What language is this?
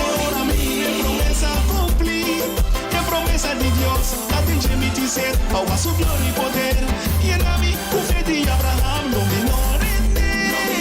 Papiamento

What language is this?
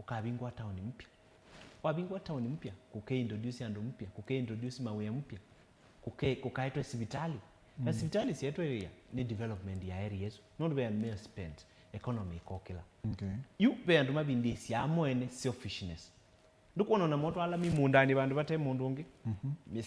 Kamba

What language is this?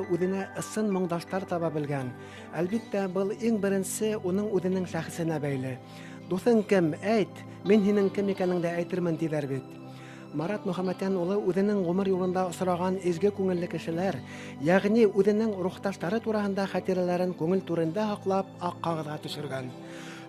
Bashkir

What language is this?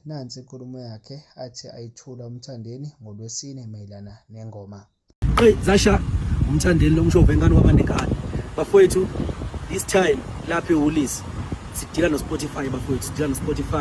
Zulu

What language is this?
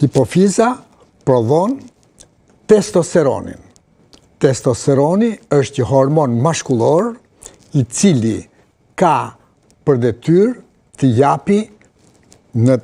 Albanian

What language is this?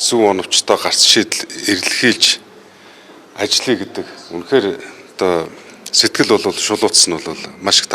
Mongolian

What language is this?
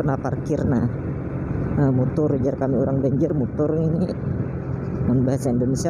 Banjar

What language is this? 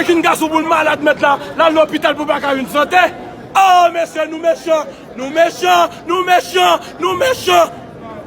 Haitian Creole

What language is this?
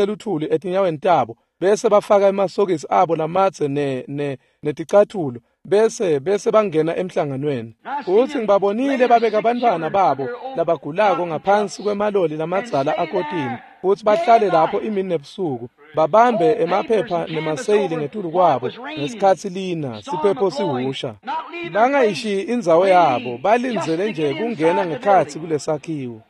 Swati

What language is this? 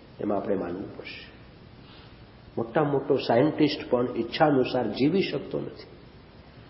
Gujarati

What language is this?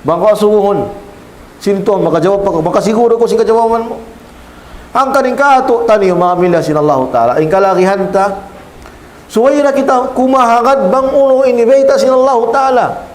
Tausug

